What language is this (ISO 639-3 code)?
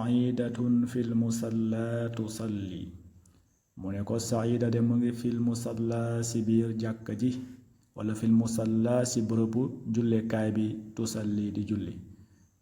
wol